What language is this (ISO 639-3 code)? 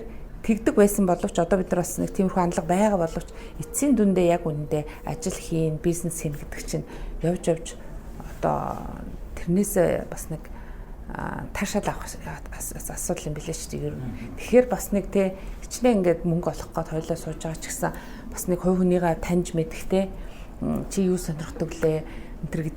mon